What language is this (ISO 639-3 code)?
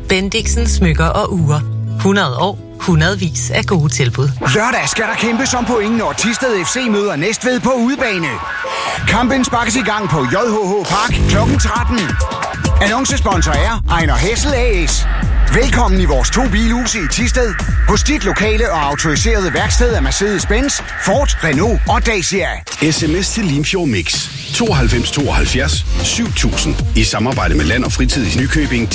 dan